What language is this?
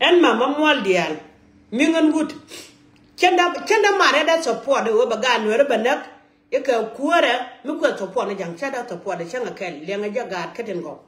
Nuer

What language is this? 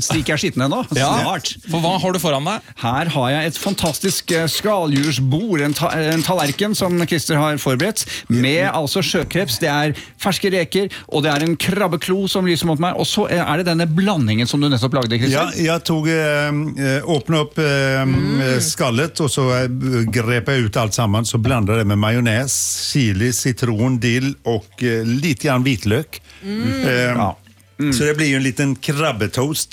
Norwegian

